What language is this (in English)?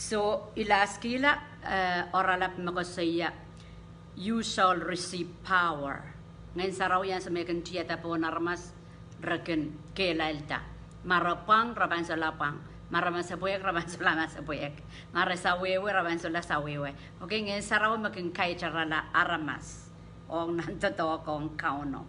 Pohnpeian